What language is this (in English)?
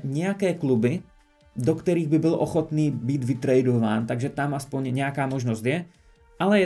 Czech